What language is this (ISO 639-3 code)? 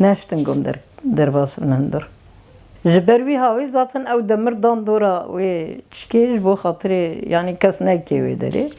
kur